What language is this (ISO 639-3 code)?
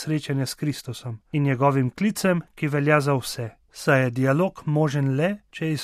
slv